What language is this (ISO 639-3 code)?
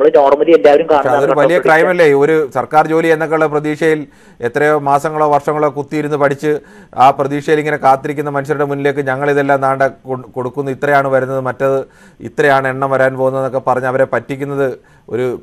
mal